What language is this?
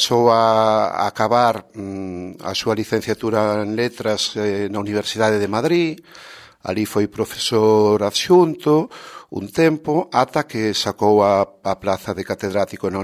Galician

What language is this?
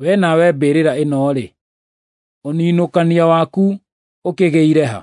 Kikuyu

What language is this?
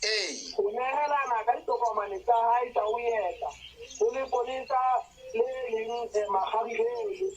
Southern Sotho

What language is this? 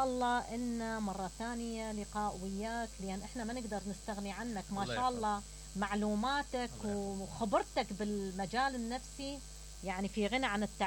Mesopotamian Arabic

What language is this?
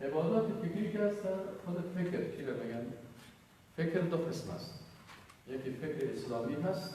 Persian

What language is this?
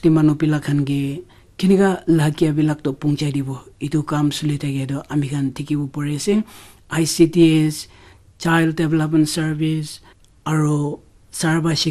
Naga Pidgin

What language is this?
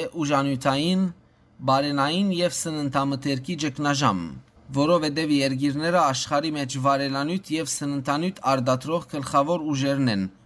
Western Armenian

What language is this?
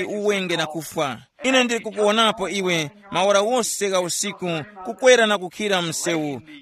Tumbuka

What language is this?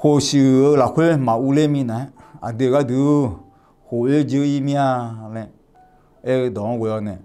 Akha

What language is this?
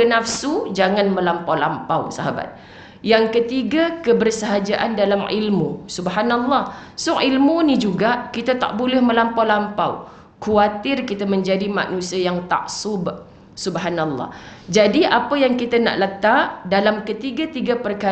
Malay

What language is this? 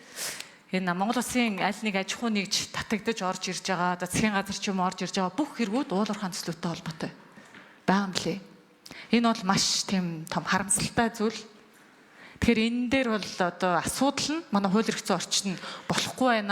Mongolian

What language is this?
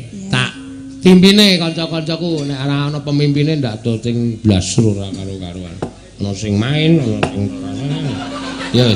Javanese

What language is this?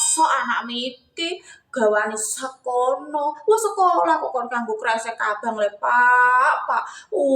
Javanese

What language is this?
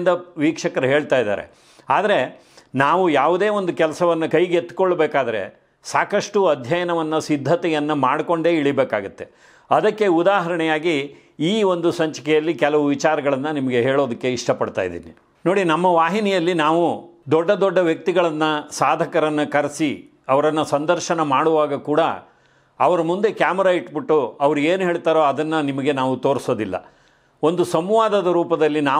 Kannada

